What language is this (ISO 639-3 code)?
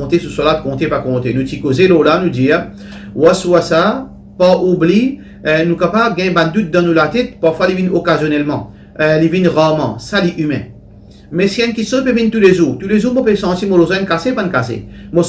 mfe